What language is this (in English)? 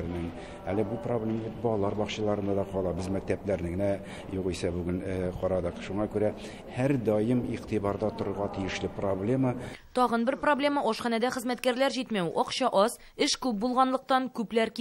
Tatar